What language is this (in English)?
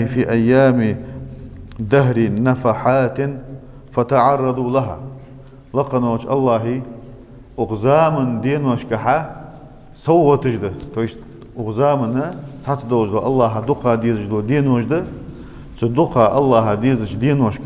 Ingush